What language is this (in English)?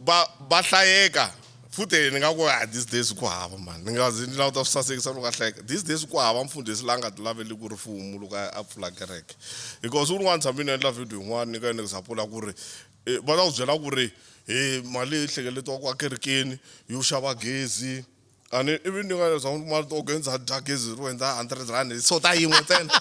Tsonga